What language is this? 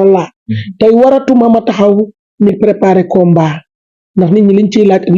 Wolof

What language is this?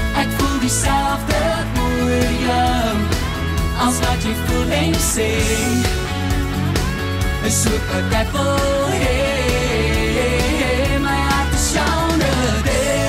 Afrikaans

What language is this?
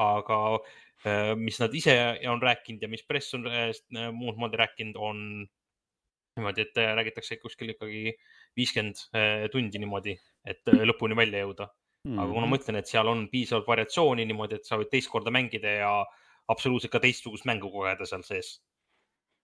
Estonian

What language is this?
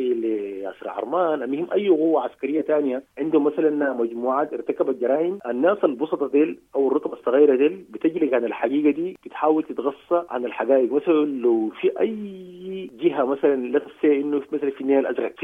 Sudanese Arabic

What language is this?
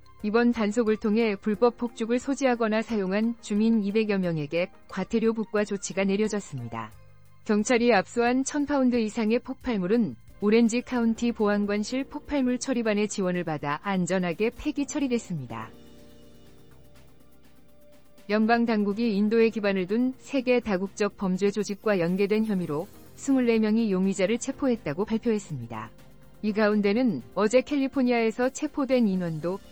Korean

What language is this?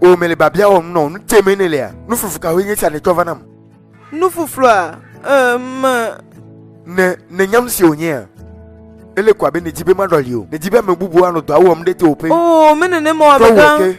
Ewe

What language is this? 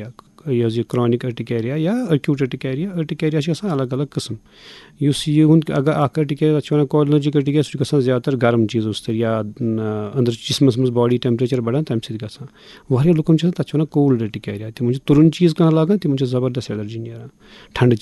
Kashmiri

